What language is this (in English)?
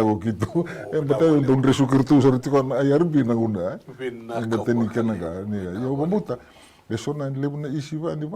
Fijian